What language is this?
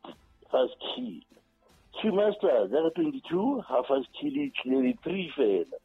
Southern Sotho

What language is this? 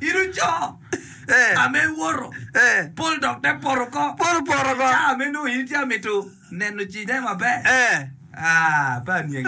Acoli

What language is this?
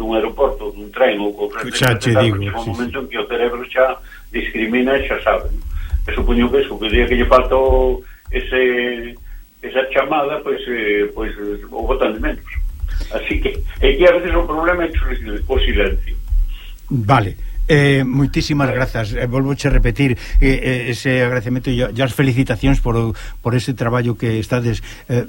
Galician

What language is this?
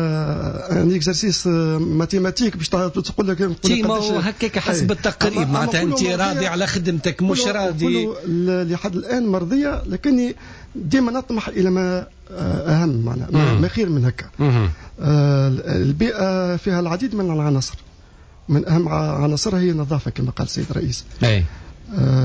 Tunisian Arabic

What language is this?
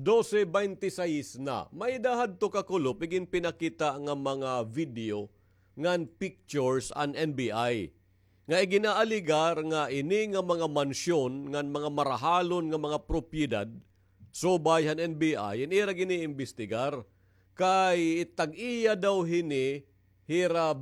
Waray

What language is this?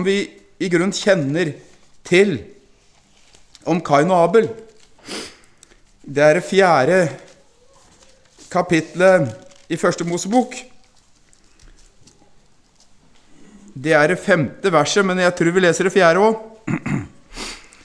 Norwegian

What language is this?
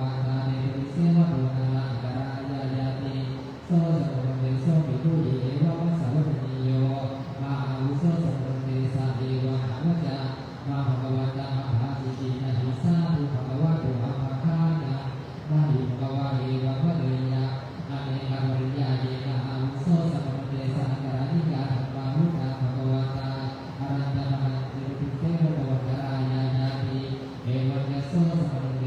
Pali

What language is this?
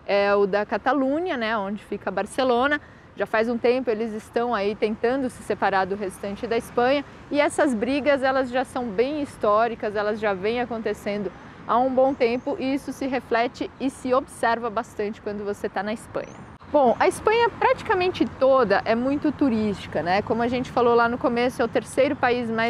Portuguese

